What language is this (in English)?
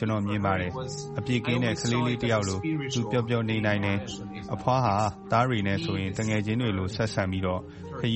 Burmese